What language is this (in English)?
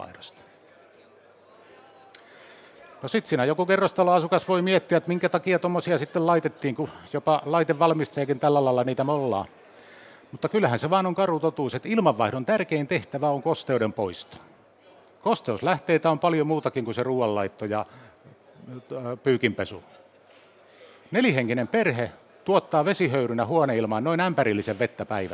Finnish